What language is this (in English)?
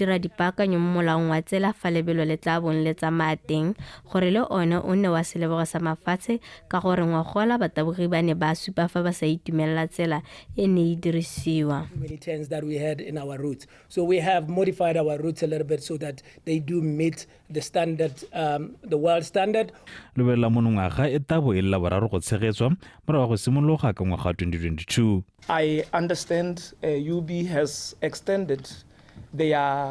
Tswana